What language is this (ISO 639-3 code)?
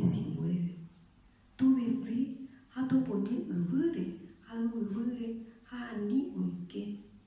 grn